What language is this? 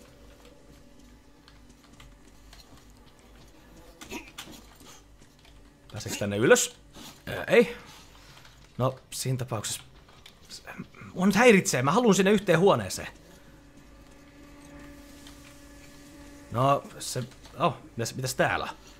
Finnish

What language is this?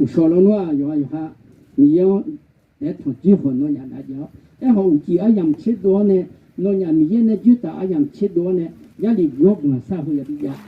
Akha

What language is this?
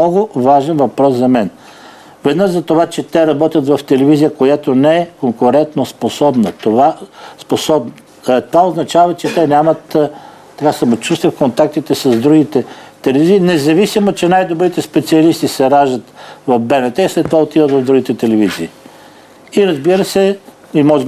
Bulgarian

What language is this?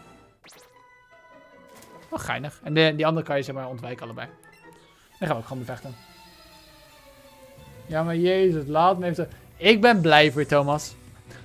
Dutch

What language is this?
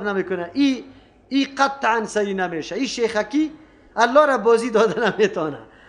Persian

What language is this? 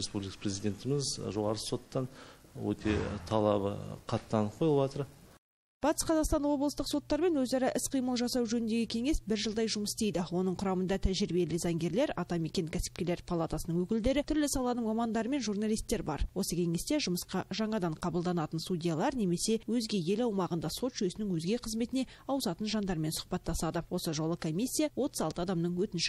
Kazakh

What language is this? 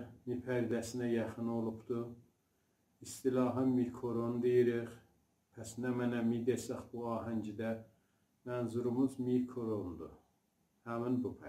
South Azerbaijani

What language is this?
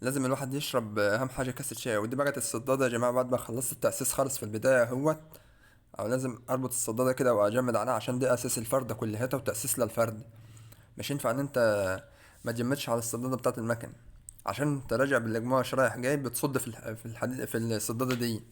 Egyptian Arabic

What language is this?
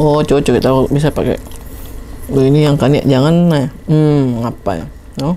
Makassar Malay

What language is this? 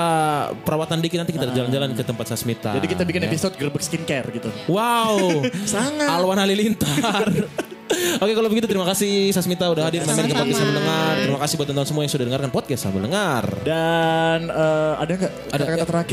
Indonesian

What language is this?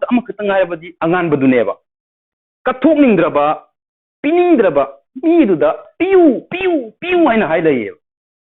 Manipuri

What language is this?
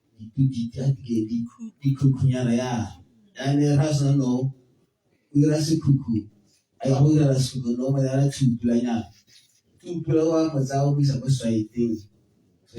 Tswana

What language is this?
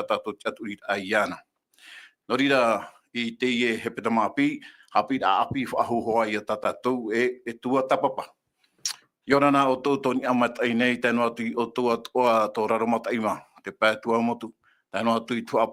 Tahitian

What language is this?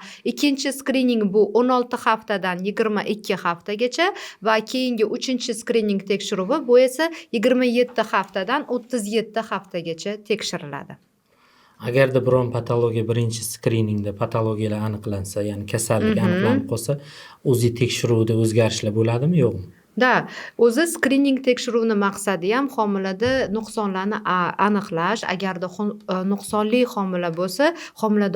Uzbek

